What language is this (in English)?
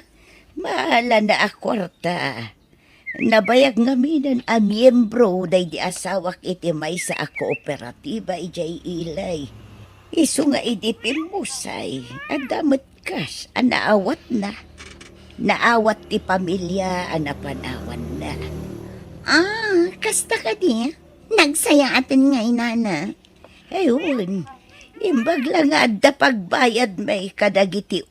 Iloko